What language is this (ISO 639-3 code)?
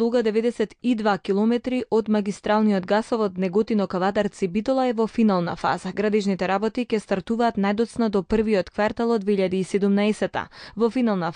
mkd